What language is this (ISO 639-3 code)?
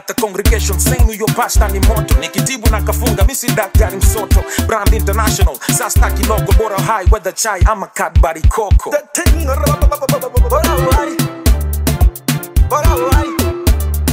swa